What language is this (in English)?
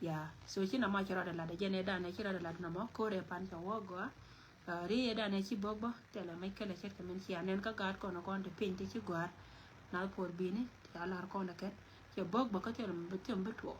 Nuer